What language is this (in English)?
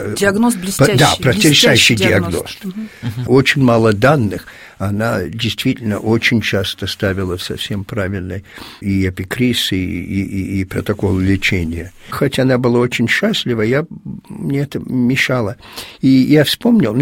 Russian